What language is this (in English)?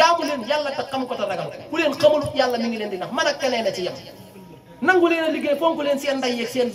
Wolof